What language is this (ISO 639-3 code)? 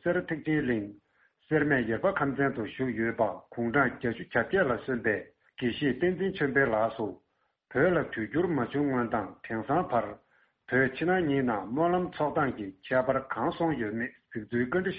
bod